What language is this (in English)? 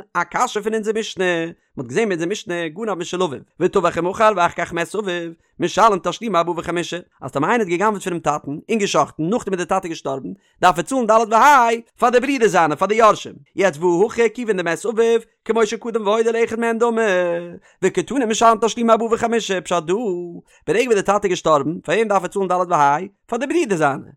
Yiddish